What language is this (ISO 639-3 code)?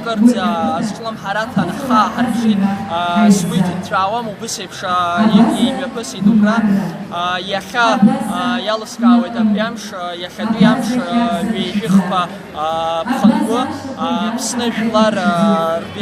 abk